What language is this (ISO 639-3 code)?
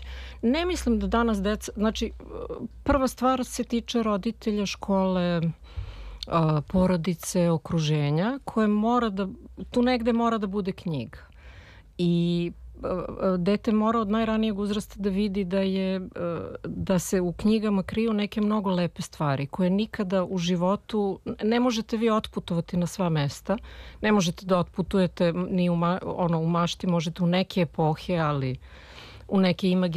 srp